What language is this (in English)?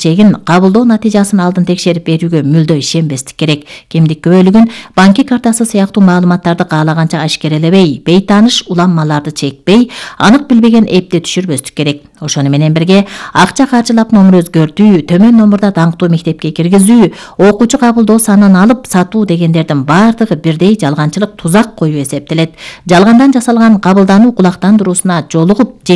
Kyrgyz